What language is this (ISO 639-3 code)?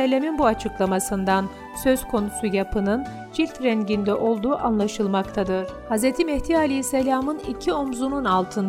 tur